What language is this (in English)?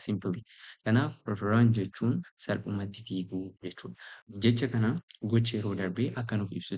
Oromo